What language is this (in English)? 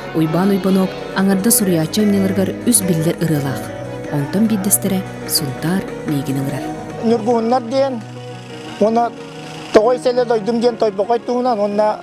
Yakut